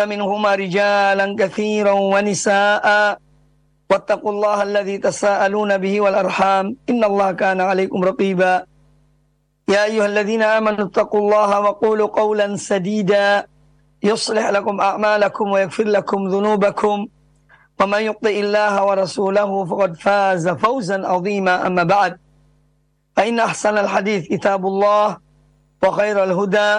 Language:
Indonesian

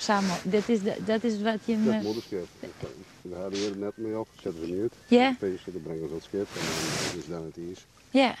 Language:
Western Frisian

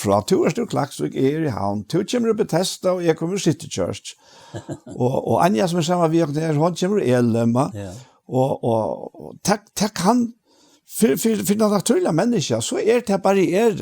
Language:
Faroese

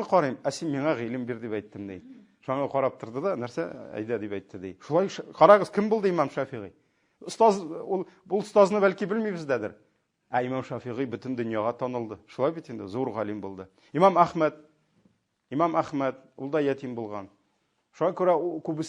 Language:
Tatar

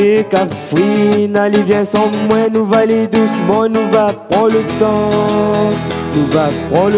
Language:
Réunion Creole French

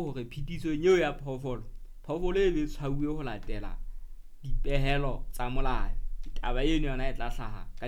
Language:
Southern Sotho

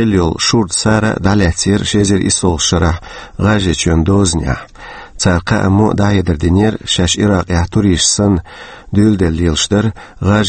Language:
Chechen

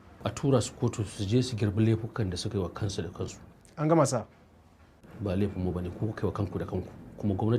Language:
Hausa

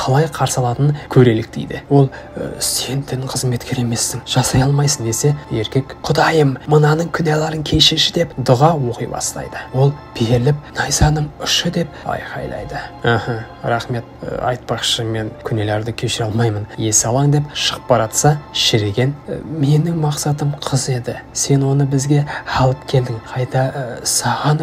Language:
Kazakh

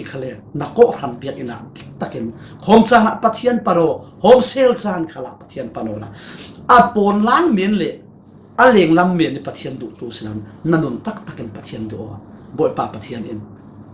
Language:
Falam Chin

